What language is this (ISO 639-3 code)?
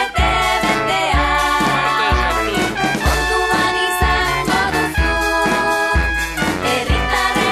eus